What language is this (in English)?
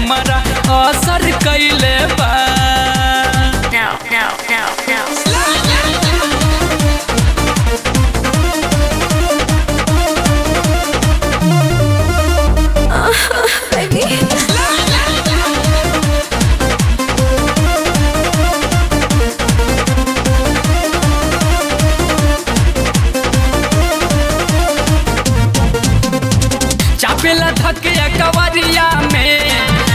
Bhojpuri